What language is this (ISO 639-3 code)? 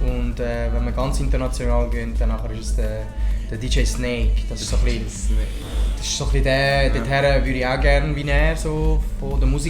gsw